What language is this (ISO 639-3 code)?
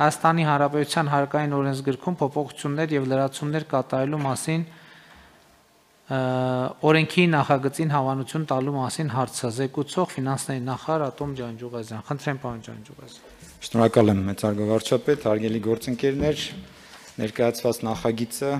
hye